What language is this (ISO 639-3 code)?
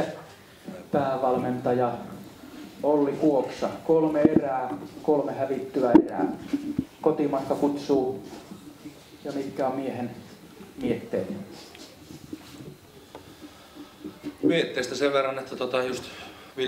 fin